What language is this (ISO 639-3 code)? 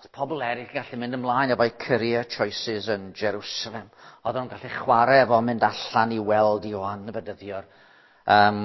cym